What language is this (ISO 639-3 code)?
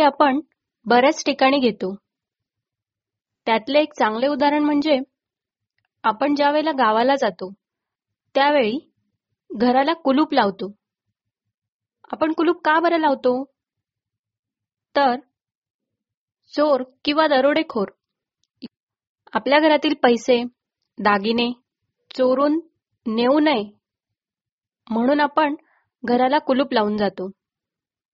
mar